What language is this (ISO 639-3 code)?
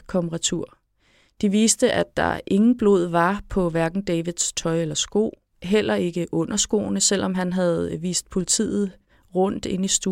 dan